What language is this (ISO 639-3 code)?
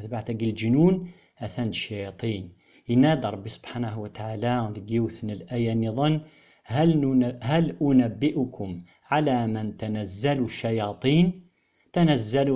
kab